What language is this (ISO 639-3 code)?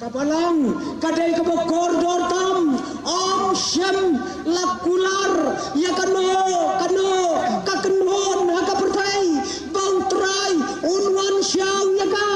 kha